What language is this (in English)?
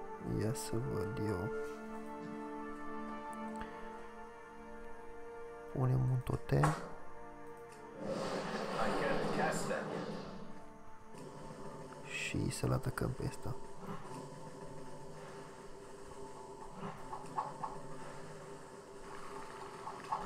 Romanian